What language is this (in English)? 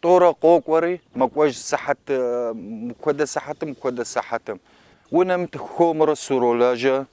Kabardian